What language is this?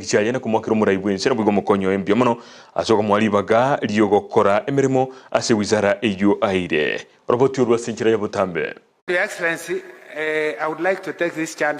Gusii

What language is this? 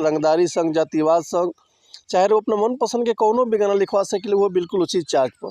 Bhojpuri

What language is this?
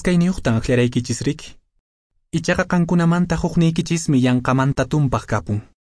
Quechua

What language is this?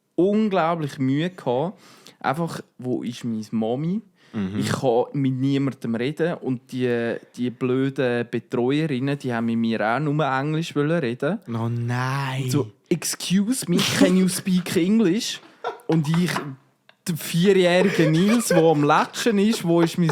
Swiss German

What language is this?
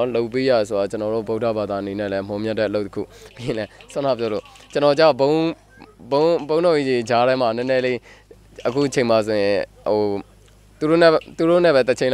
Burmese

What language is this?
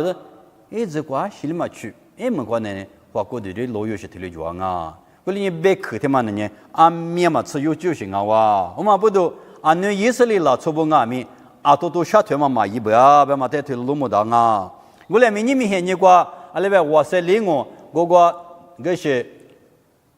Lisu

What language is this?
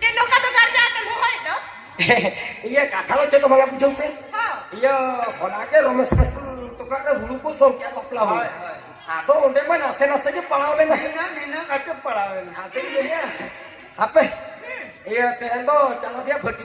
Santali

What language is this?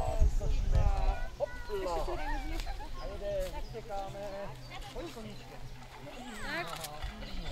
Czech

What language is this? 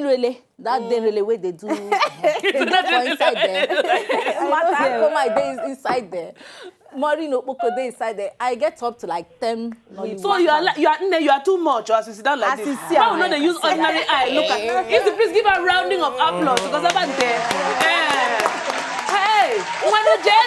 Nigerian Pidgin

